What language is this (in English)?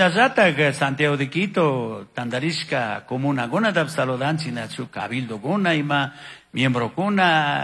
Chimborazo Highland Quichua